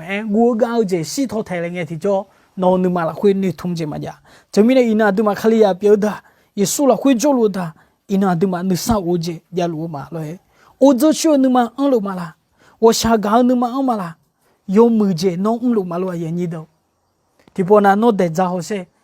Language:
Akha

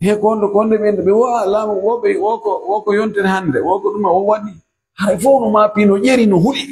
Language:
Fula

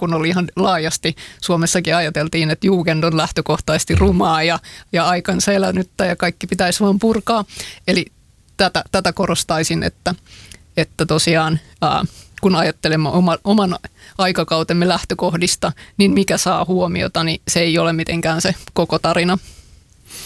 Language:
Finnish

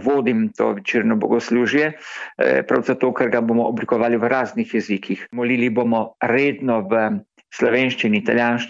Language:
Slovenian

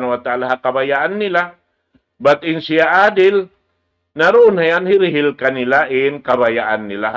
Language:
Tausug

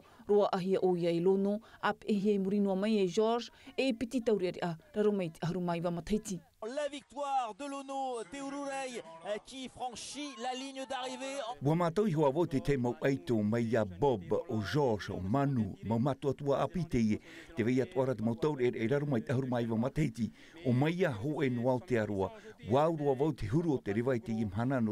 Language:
Tahitian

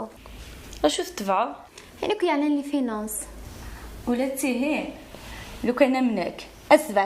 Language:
Kabyle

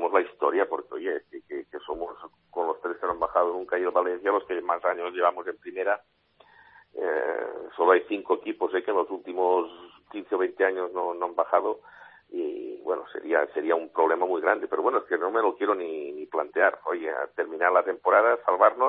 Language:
Spanish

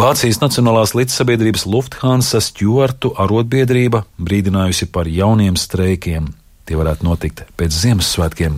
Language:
Latvian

